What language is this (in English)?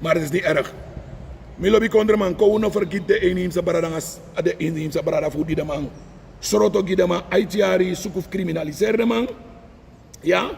Sranan Tongo